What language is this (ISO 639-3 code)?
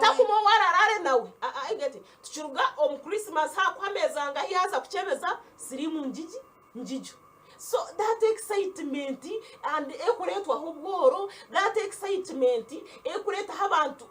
nyn